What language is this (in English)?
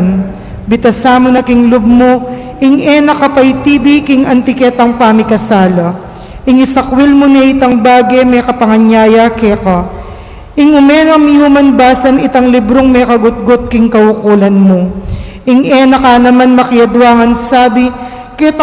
Pampanga